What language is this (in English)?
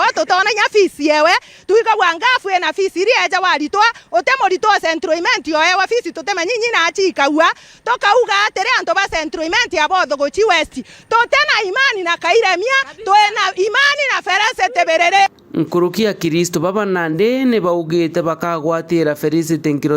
Meru